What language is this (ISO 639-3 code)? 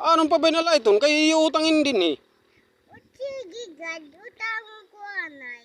war